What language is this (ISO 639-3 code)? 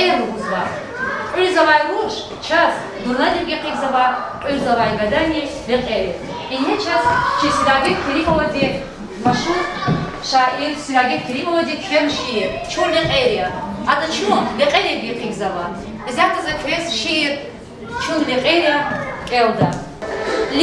lez